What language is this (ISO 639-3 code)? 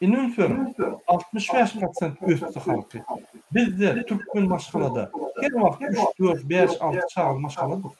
tuk